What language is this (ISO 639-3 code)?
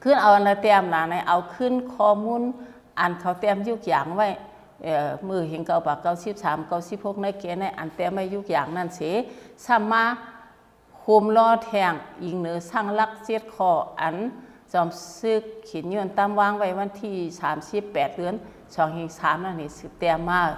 shn